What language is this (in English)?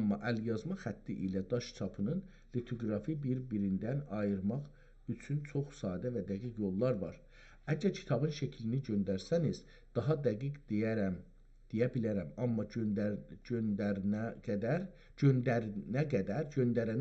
South Azerbaijani